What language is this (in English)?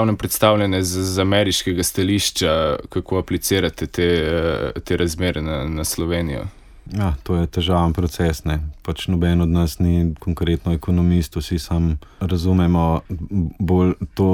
Slovenian